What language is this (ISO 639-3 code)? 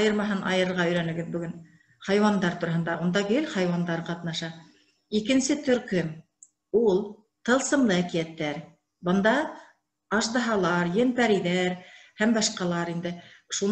bak